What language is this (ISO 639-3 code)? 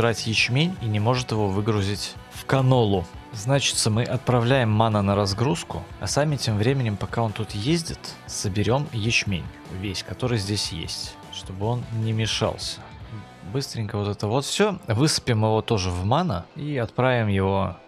rus